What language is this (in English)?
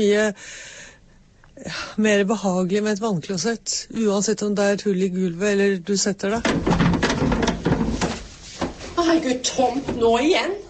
Norwegian